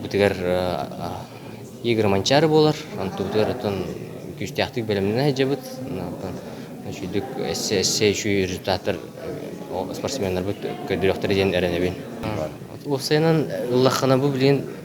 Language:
Yakut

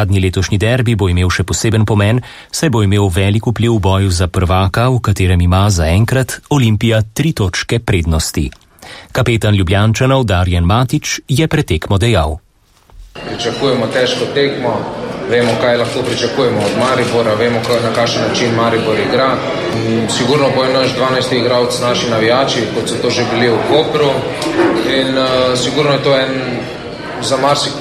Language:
Slovenian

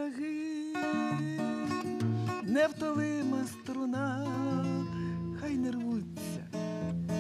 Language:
Ukrainian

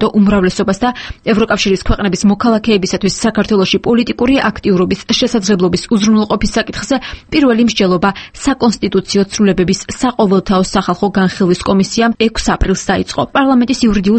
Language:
Georgian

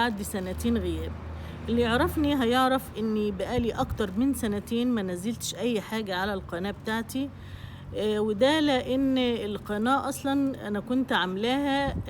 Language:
Egyptian Arabic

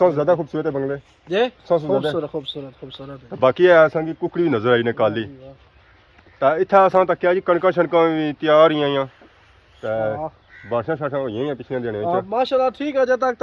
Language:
Pahari-Potwari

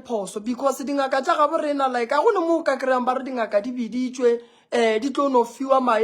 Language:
Northern Sotho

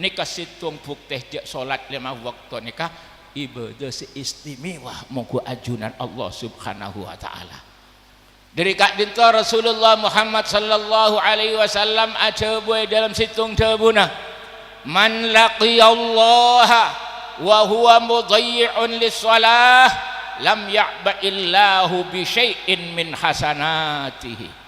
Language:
Madurese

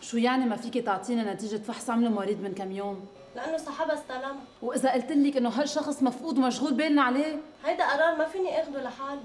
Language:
North Levantine Arabic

